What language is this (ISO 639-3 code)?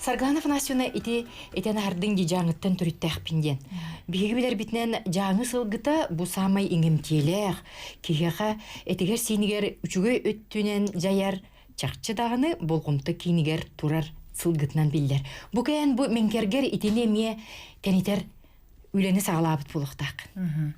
sah